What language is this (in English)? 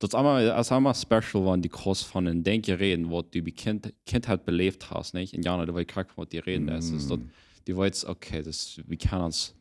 Plautdietsch